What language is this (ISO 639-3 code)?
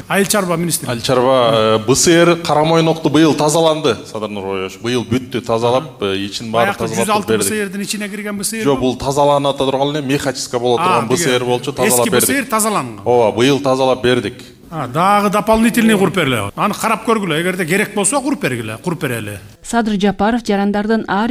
kir